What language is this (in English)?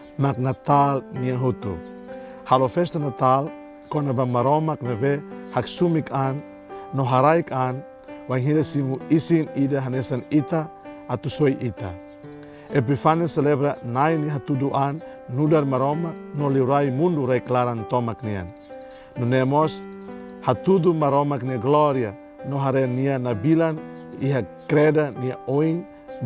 Tetum